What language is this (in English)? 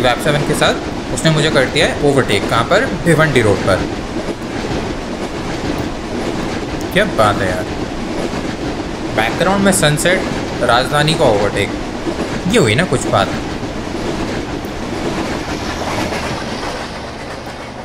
Hindi